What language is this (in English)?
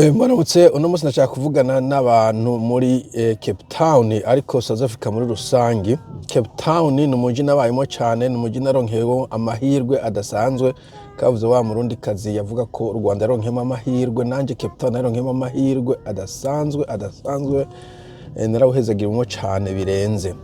Rundi